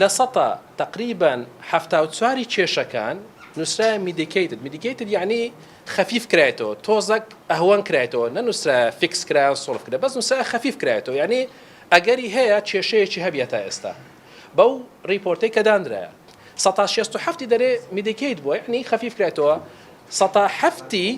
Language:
Central Kurdish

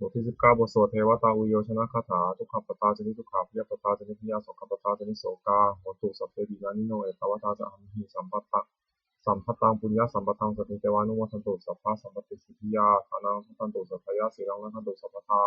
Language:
Pali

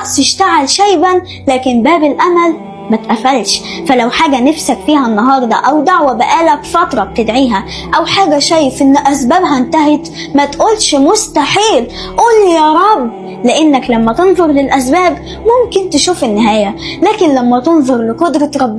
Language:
Egyptian Arabic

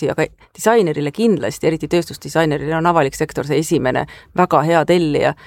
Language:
Estonian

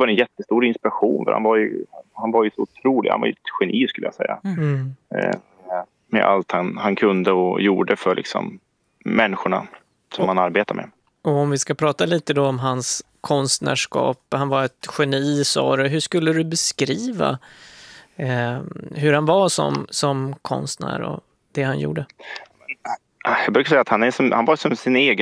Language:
Swedish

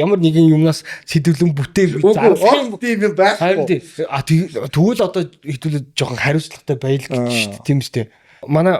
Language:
Mongolian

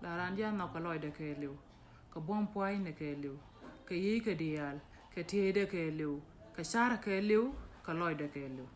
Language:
Nuer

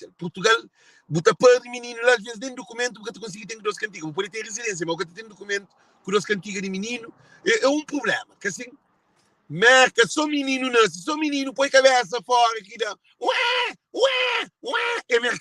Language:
Kabuverdianu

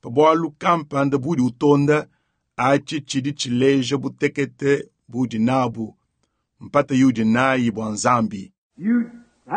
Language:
Luba-Lulua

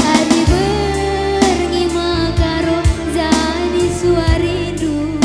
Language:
Batak Karo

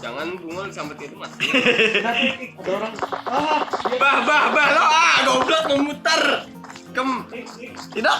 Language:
Banjar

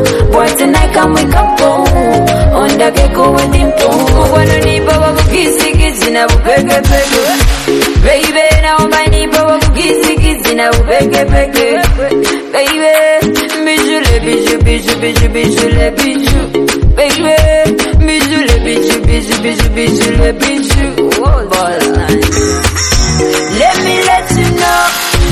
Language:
Swahili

